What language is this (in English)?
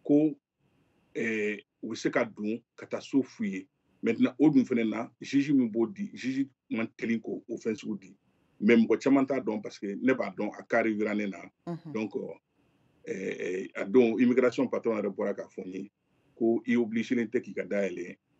Bambara